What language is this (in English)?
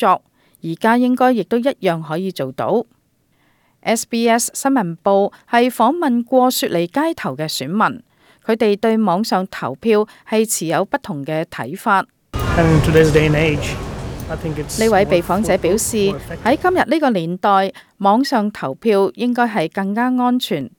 Cantonese